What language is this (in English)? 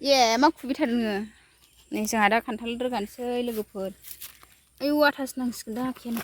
Bodo